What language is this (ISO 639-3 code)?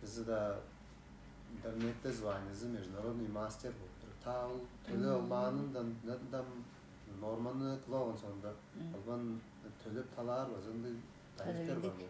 tyv